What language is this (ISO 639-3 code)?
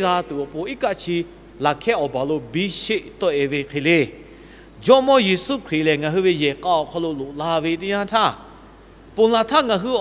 lhu